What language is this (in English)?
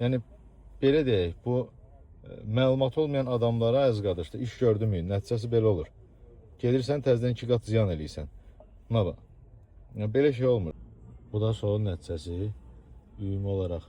Azerbaijani